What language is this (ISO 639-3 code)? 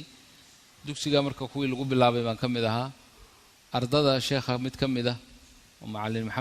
som